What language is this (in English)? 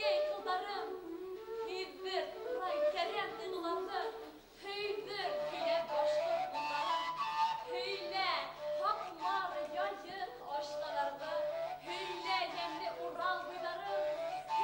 Bashkir